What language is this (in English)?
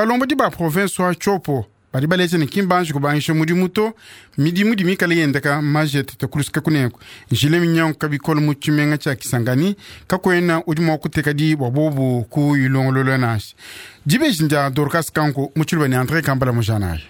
Luba-Lulua